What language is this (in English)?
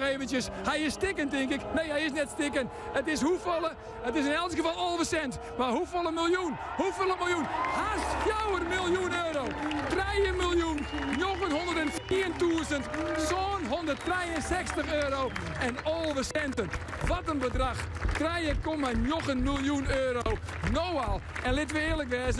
Western Frisian